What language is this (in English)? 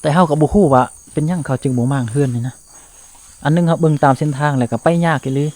Lao